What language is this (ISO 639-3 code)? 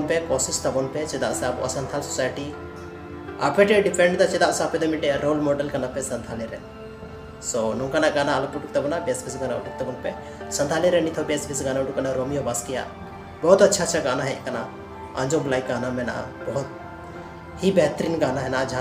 sat